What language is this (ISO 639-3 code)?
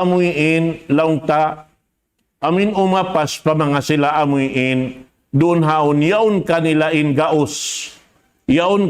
tsg